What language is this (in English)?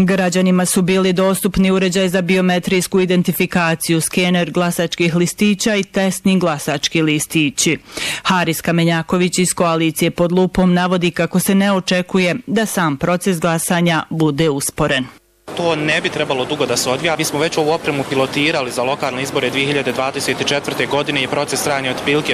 Bosnian